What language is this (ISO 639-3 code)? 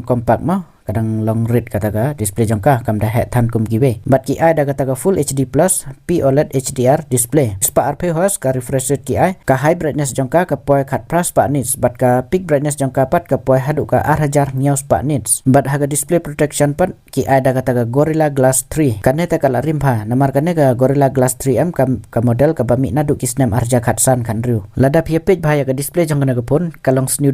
kha